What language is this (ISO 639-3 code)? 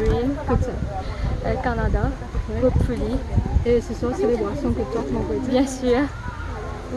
mfe